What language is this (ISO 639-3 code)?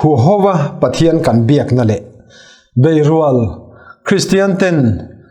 lus